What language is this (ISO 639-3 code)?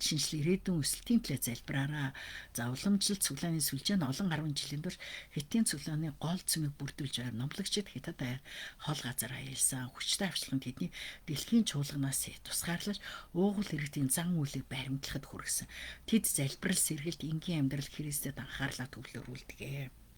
mon